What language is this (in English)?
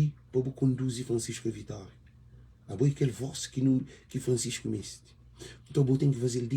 Kabuverdianu